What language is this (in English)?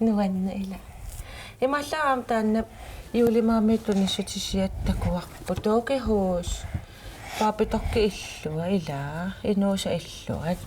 Kalaallisut